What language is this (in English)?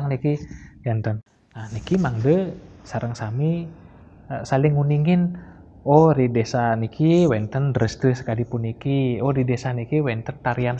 Balinese